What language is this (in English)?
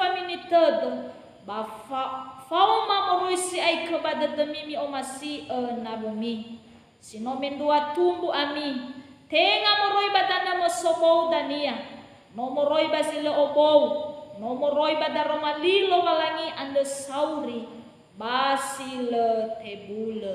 Nias